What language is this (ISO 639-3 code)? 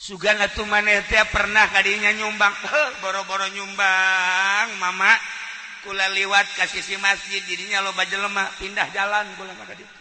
sun